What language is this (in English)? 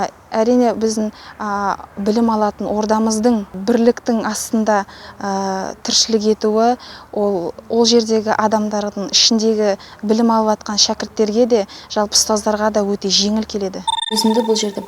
Kazakh